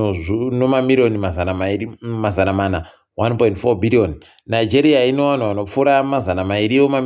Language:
Ndau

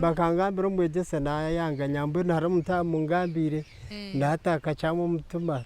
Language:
Nyankole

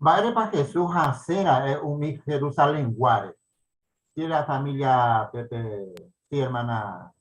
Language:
Guarani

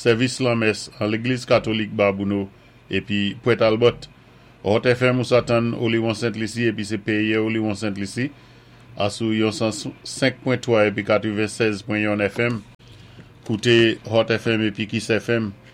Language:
Saint Lucian Creole French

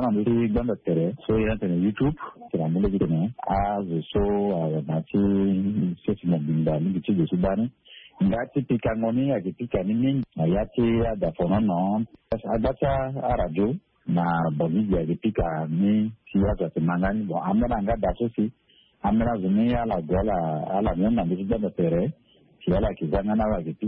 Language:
Sango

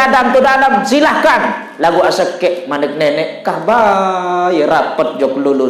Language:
Sasak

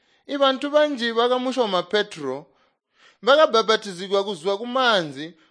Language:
Tonga (Zambia)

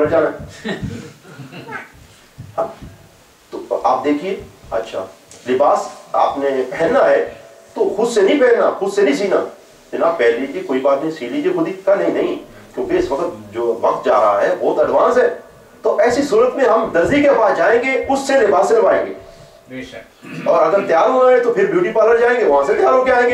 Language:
Urdu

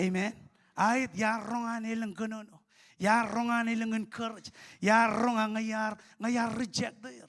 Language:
Marshallese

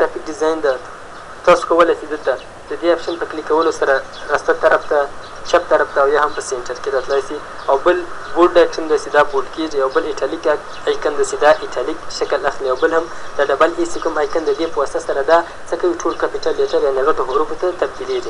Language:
Pashto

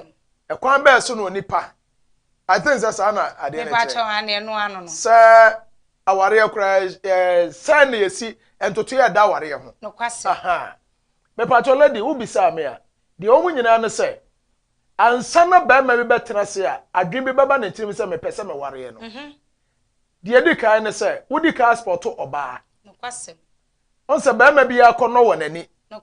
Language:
Akan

